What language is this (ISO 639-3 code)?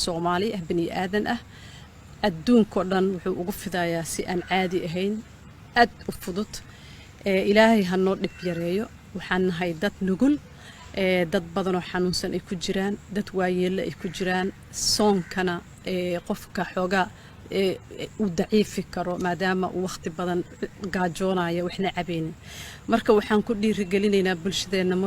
som